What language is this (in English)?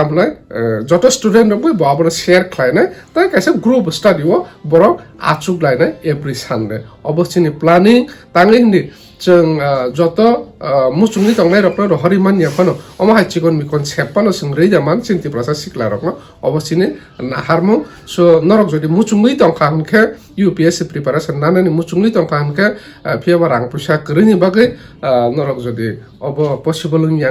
Kok Borok